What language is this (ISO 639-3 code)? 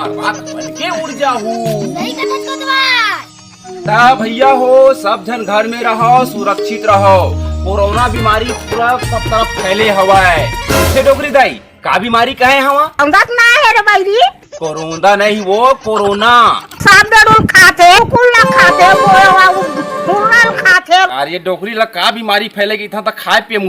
hne